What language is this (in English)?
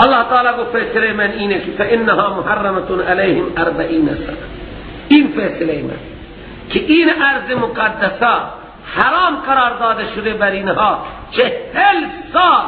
Persian